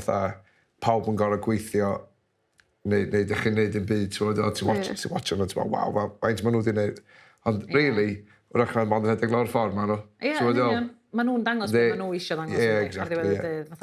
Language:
Welsh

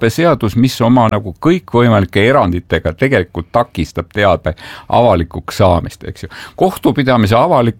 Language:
Estonian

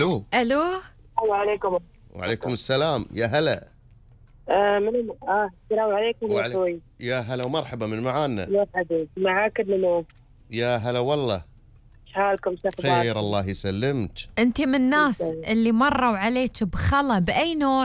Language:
Gulf Arabic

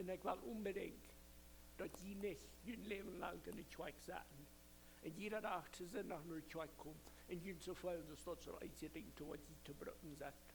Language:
Plautdietsch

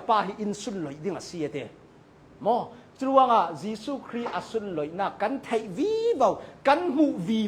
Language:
Hakha Chin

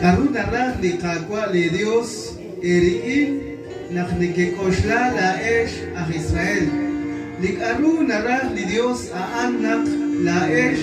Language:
Kekchí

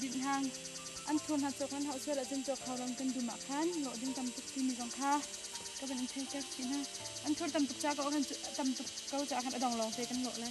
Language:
Hakha Chin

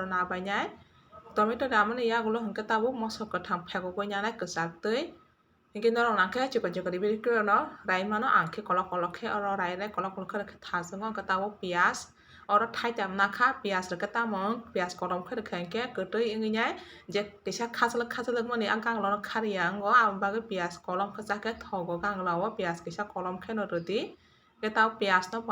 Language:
Kok Borok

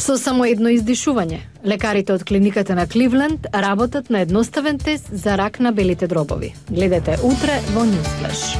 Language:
Macedonian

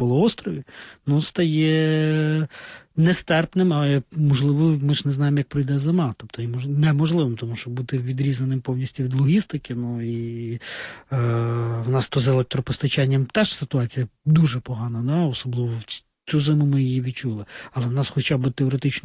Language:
Ukrainian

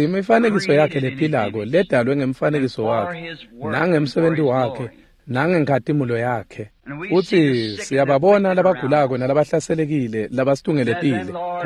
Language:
Swati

